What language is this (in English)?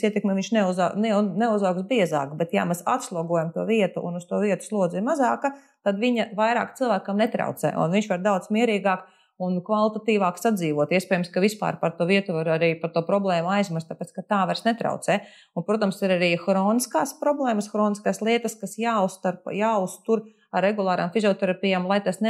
Latvian